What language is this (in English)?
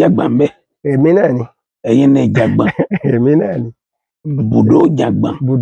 Yoruba